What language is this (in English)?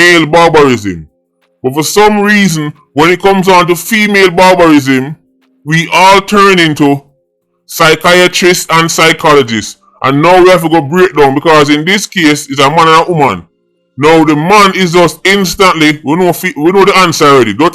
Jamaican Creole English